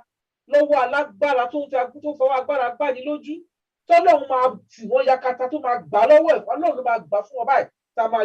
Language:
Yoruba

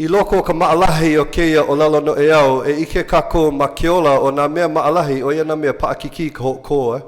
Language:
Hawaiian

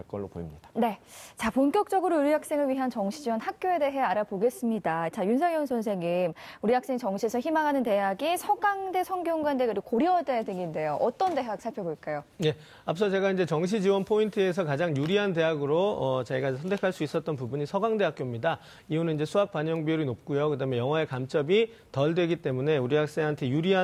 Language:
Korean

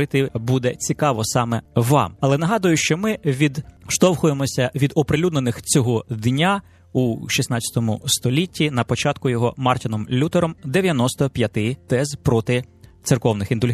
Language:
Ukrainian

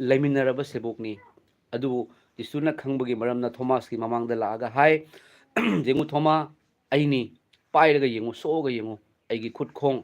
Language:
Manipuri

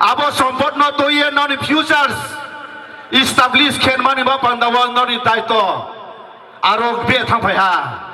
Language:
Riang (India)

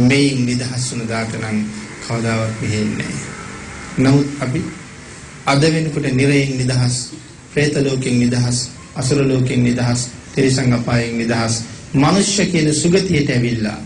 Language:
Sinhala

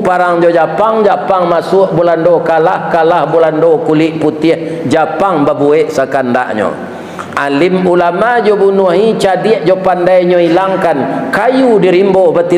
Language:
Minangkabau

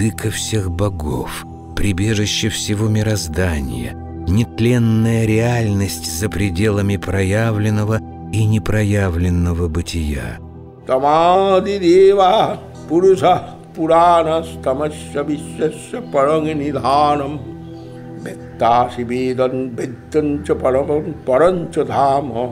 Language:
Russian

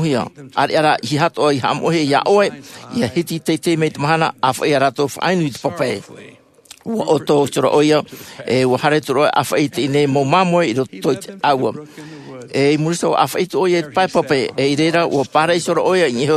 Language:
Tahitian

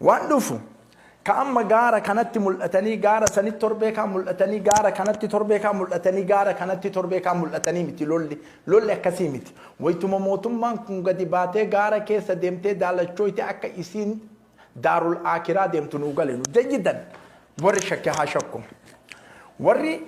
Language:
Oromo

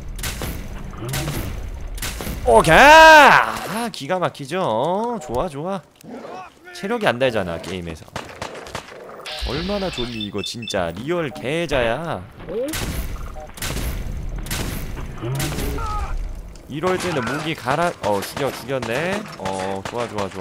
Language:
Korean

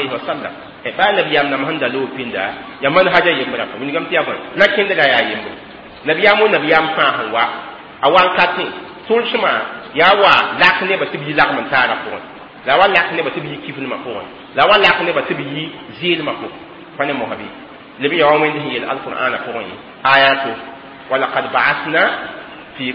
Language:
Mossi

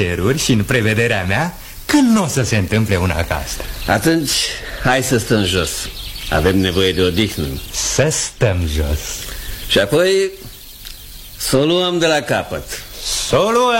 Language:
Romanian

